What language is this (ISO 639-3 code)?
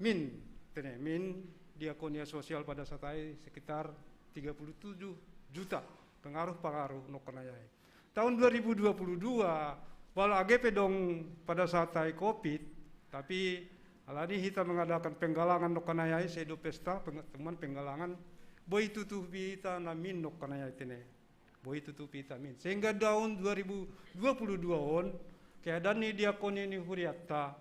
bts